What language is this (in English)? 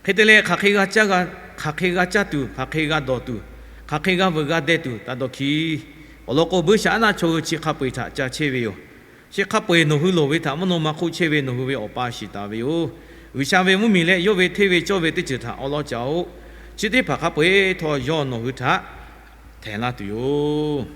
Lahu